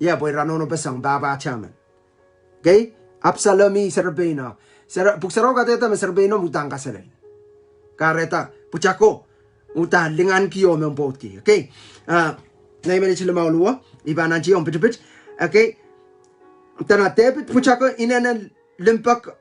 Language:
Pohnpeian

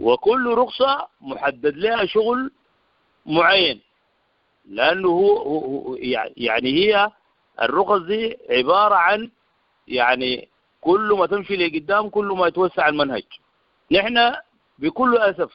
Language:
Sudanese Arabic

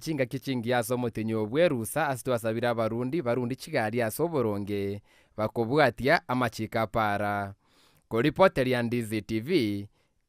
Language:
Gusii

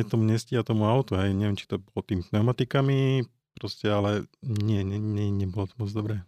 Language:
Slovak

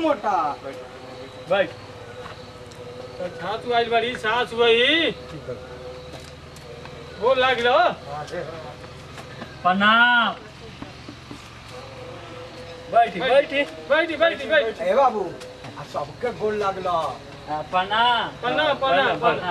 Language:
Bhojpuri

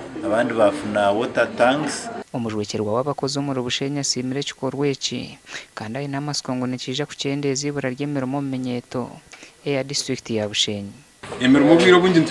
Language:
Nyankole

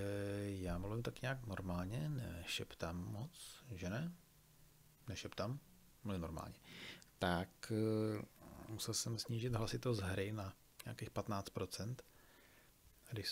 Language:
Czech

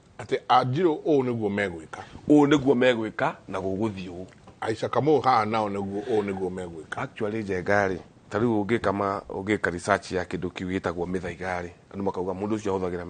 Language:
Kikuyu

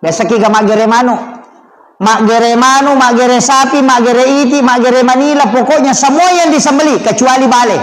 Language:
Buginese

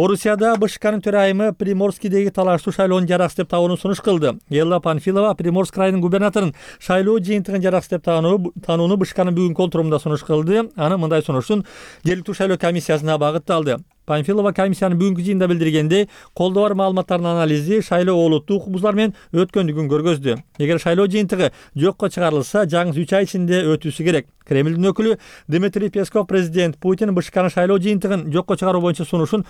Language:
Kyrgyz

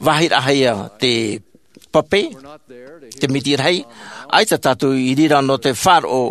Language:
Tahitian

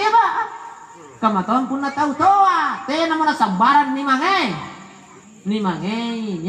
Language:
Makasar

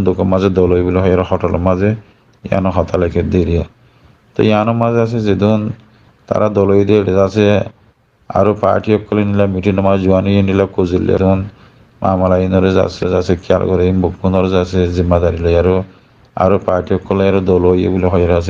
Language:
Rohingya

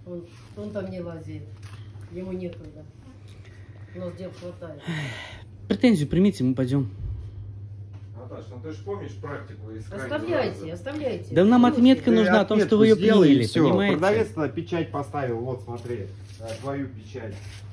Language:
Russian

